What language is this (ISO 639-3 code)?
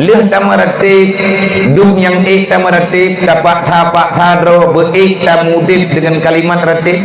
ace